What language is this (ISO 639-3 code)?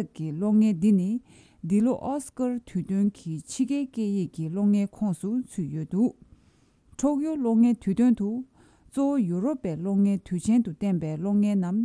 bod